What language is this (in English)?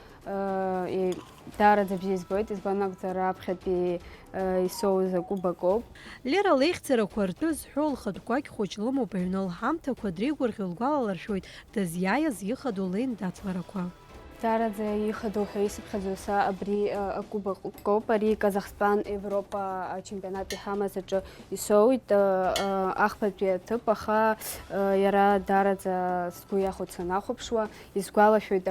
Abkhazian